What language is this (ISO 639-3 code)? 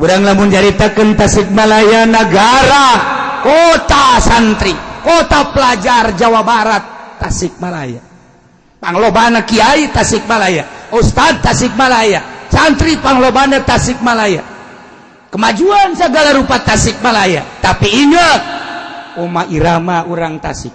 sun